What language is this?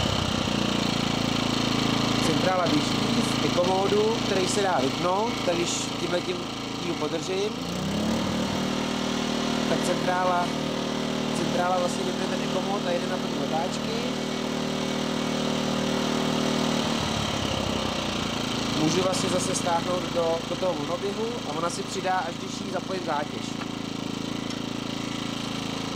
Czech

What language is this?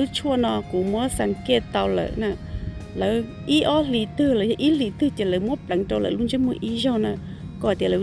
Hmong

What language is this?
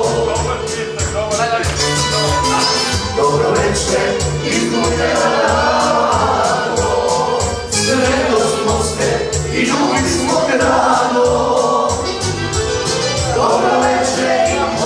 Serbian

